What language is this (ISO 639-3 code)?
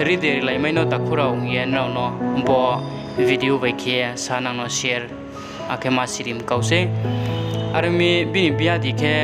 ria